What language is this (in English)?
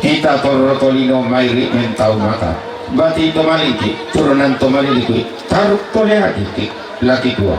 Toraja-Sa'dan